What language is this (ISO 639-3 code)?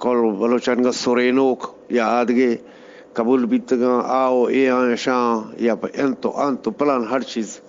bgp